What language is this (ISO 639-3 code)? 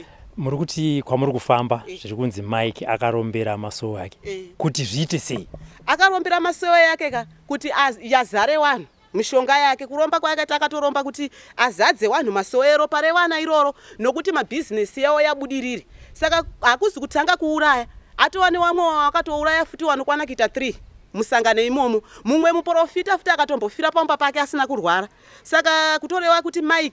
sna